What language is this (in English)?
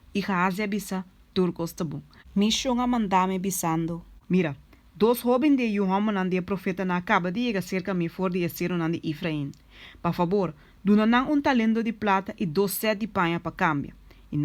Papiamento